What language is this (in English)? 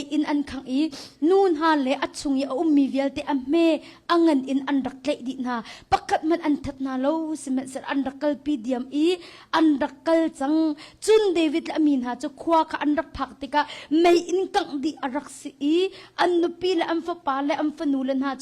Hakha Chin